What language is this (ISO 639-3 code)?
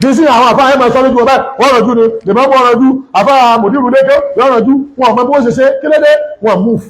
yor